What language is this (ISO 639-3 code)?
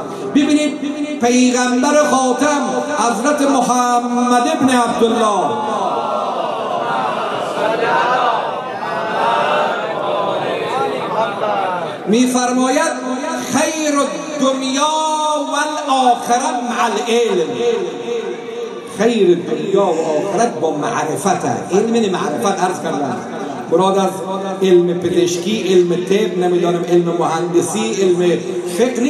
fas